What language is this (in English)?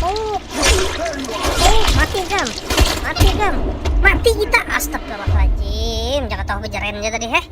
Banjar